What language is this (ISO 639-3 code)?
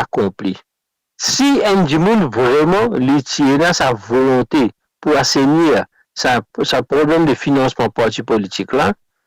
mfe